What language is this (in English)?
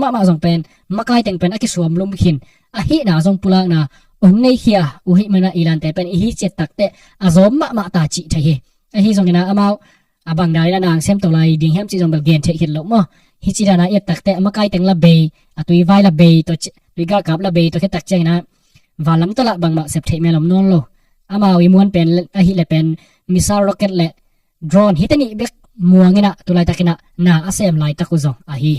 Tedim Chin